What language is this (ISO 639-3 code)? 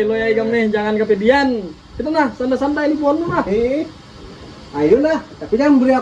bjn